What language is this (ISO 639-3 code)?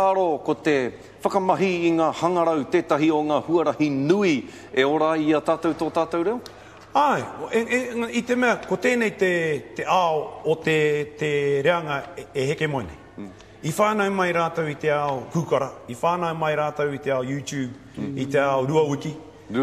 mri